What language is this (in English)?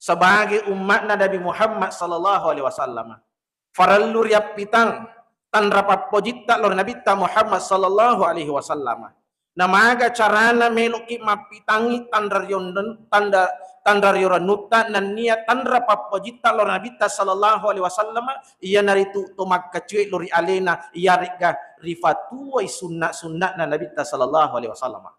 Buginese